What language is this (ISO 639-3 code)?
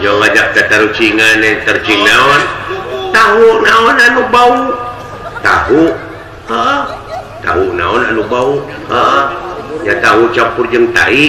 sun